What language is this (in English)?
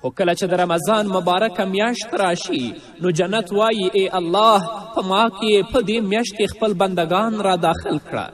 Pashto